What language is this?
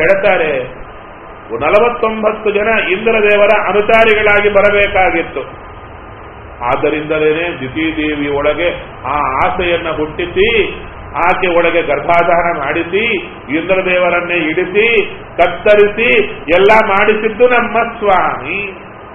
Kannada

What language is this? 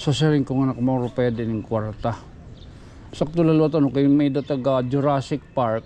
Waray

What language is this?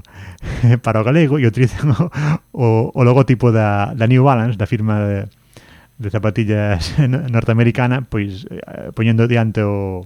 Galician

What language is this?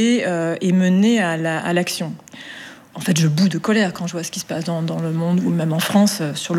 French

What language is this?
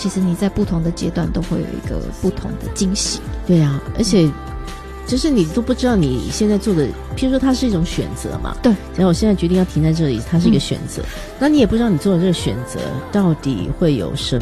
Chinese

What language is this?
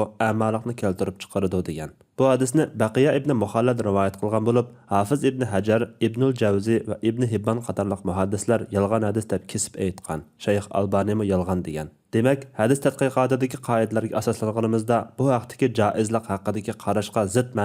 Uyghur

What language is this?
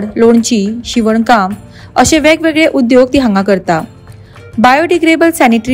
Konkani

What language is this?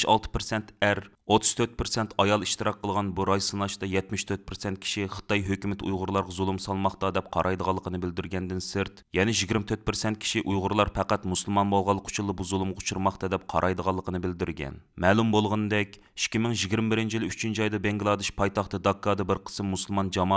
Uyghur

